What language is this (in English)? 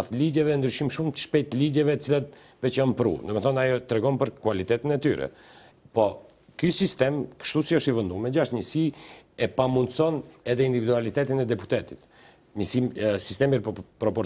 Albanian